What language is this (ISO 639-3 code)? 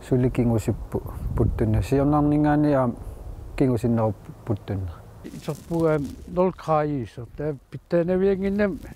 kal